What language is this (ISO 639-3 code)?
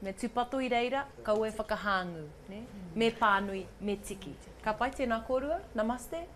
mri